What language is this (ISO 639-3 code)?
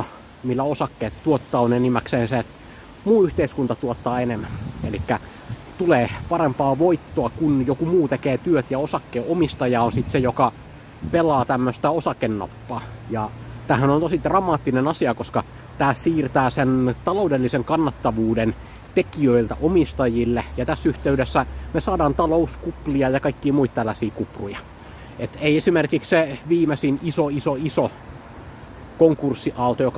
fin